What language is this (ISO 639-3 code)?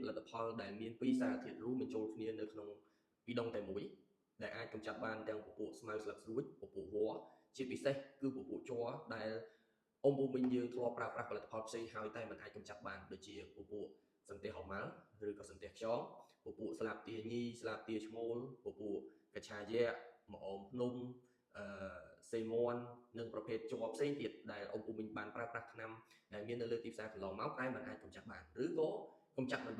khm